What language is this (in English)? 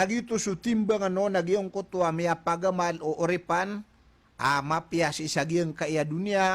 Maranao